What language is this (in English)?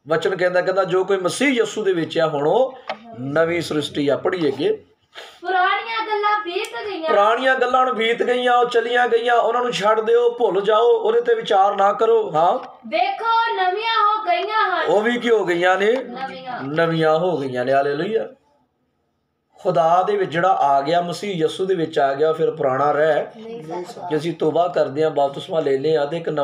Punjabi